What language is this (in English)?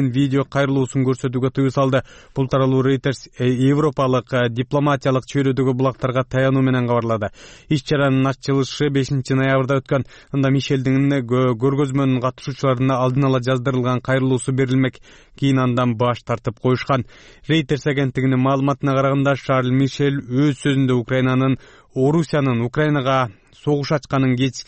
Kyrgyz